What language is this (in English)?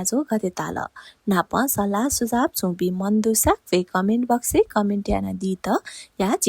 Newari